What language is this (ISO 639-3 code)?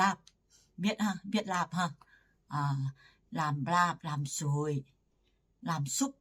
tts